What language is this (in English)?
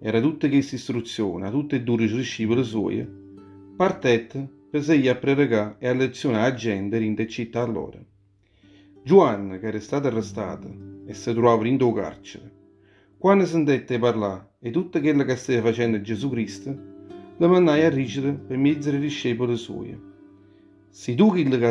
Neapolitan